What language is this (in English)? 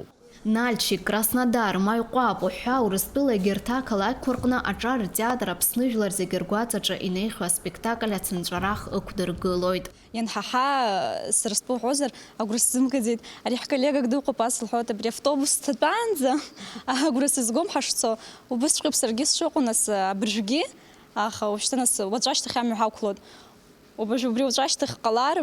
Abkhazian